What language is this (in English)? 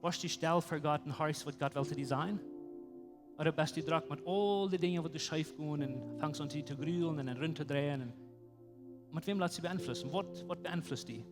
Plautdietsch